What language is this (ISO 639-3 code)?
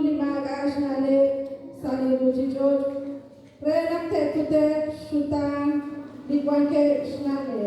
kek